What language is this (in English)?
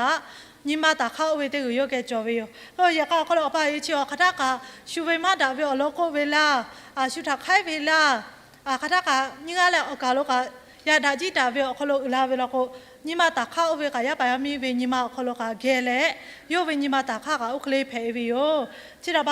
Lahu